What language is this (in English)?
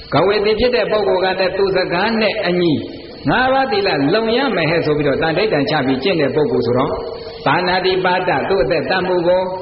Burmese